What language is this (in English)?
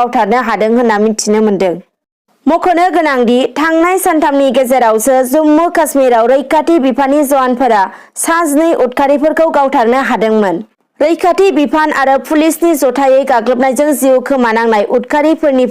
Bodo